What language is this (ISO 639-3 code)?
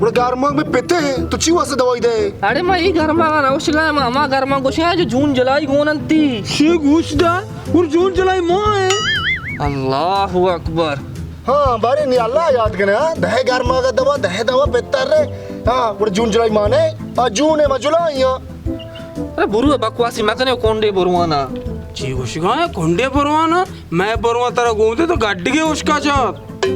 bal